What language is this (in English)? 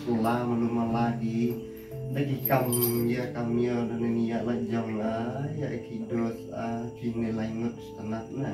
Khasi